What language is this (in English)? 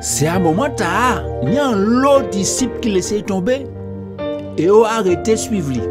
Guadeloupean Creole French